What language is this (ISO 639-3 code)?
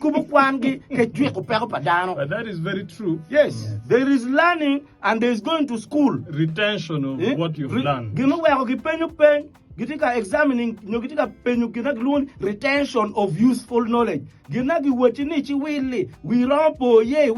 ach